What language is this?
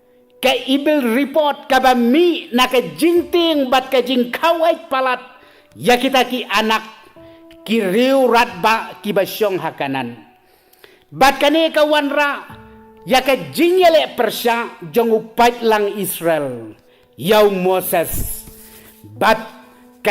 Khasi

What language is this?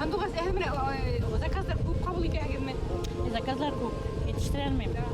Bashkir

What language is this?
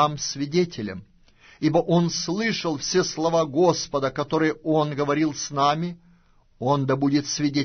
Russian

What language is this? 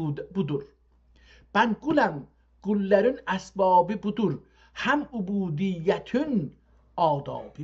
South Azerbaijani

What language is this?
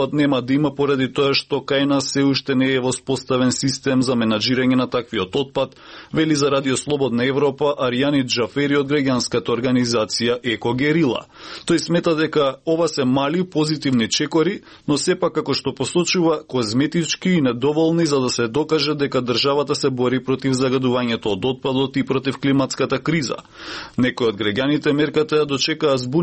Macedonian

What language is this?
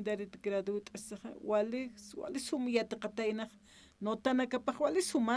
Aymara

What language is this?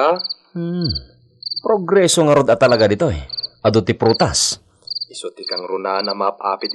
Iloko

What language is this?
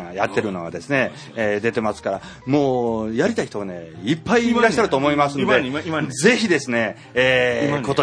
Japanese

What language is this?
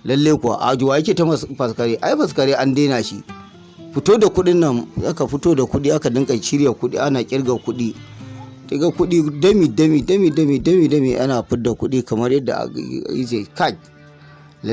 Hausa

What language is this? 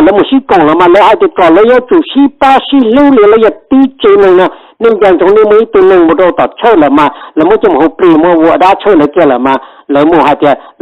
Hmong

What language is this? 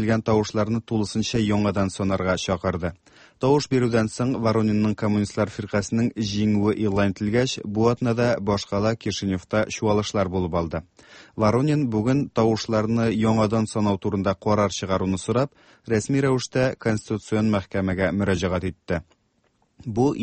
Tatar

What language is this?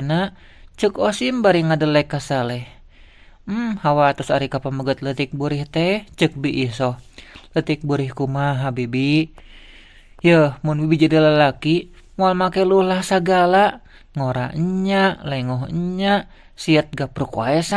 Sundanese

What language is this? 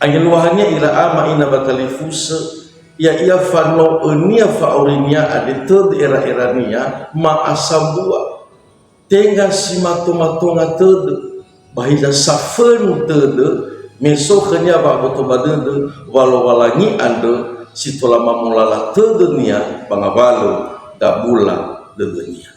Nias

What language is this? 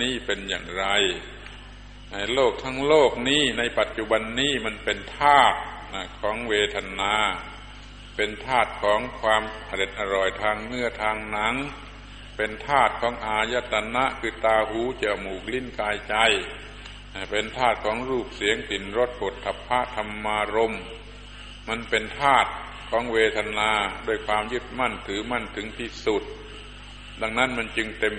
Thai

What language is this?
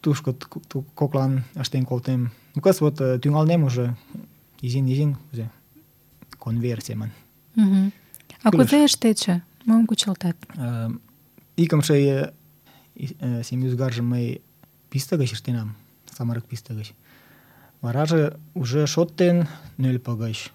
Mari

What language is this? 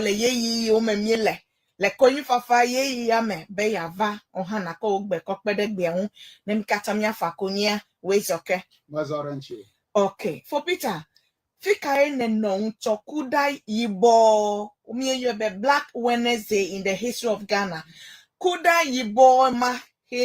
Ewe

